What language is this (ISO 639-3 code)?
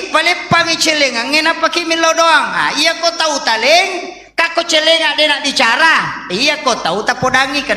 bug